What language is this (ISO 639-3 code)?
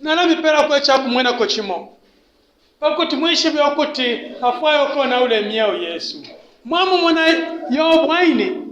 bem